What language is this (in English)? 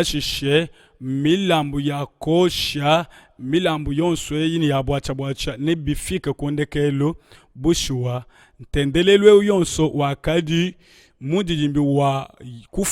Luba-Lulua